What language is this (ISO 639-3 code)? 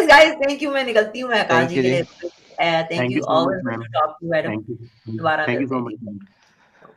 hin